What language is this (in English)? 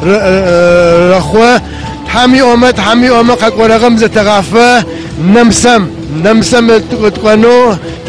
Adyghe